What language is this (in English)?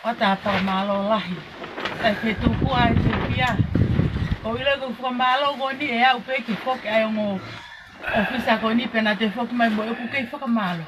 Tongan